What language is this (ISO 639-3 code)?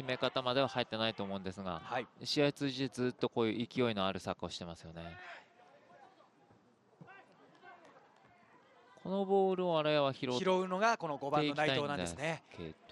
jpn